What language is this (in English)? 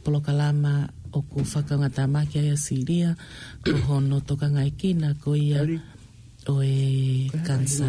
Tongan